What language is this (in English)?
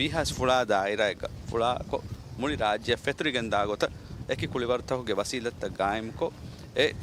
Divehi